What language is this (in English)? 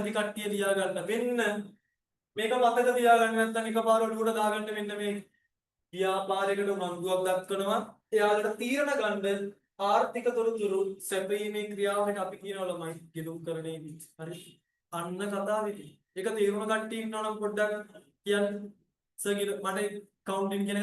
Sinhala